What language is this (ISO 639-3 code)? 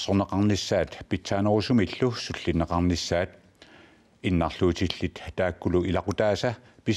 kal